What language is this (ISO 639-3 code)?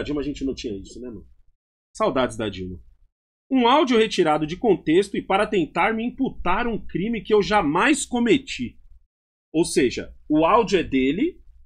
por